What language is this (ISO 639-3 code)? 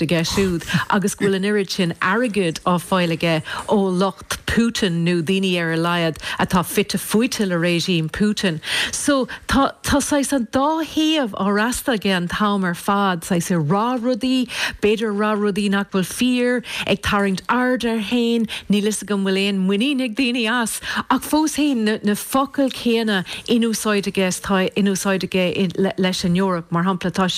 gle